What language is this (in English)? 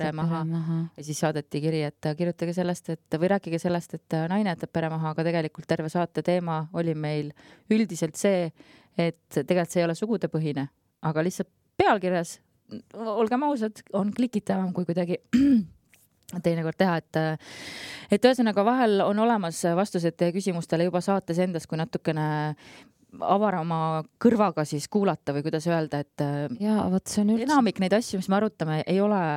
Estonian